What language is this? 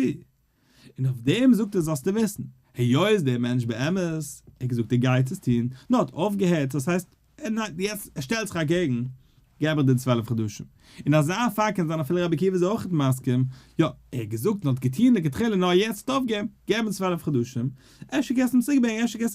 Yiddish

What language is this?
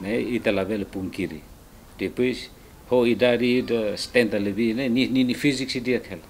Tetum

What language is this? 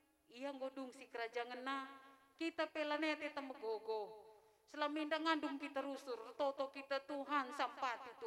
Batak Karo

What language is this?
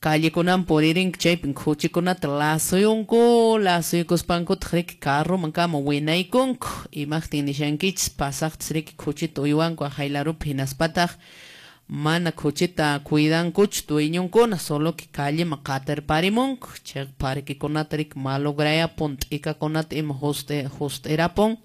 Quechua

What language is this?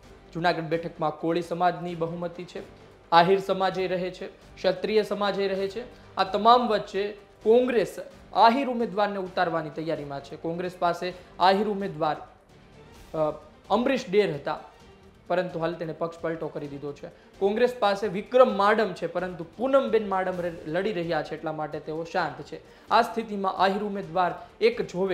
Gujarati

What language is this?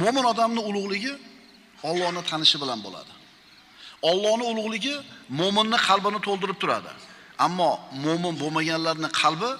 Uzbek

